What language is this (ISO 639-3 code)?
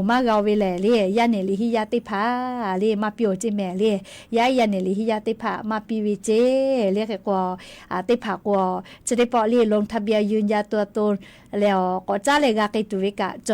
lhu